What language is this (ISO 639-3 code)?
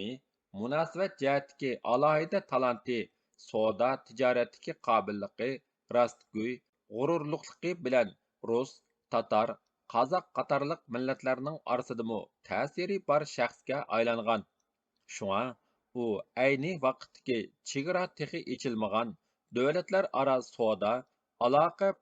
uig